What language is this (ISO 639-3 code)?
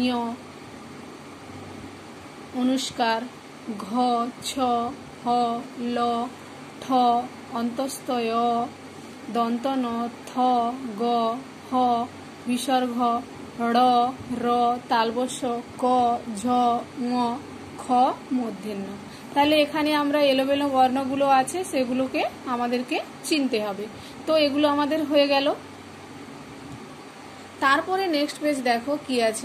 ben